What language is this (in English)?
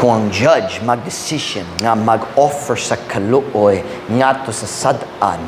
Cebuano